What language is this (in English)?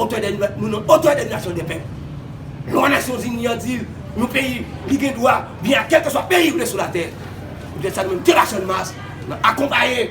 Haitian Creole